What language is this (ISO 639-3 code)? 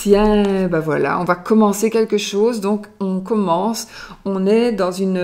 fra